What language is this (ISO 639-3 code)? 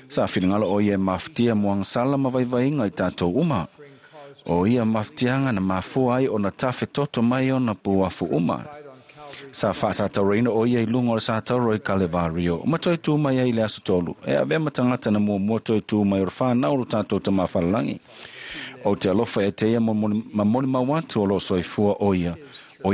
smo